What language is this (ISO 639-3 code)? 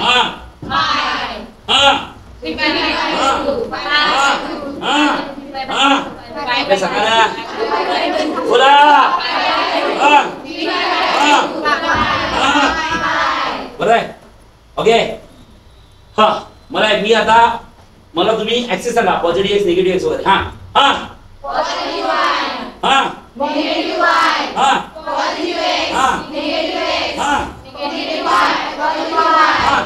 mar